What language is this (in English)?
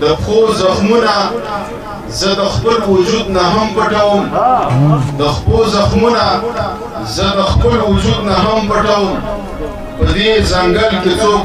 Pashto